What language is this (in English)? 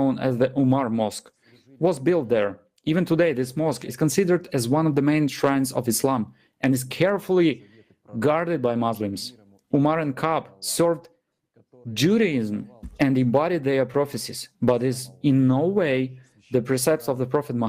Nyanja